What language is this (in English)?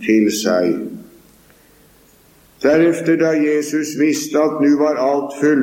Norwegian